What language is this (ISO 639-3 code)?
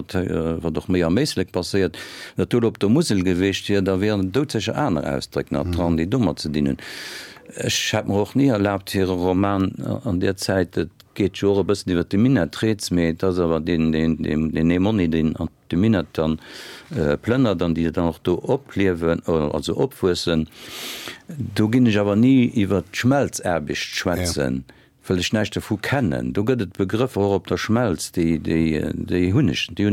ltz